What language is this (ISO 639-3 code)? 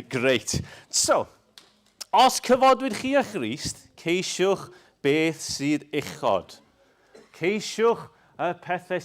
cym